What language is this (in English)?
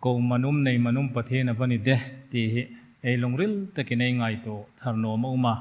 Hmar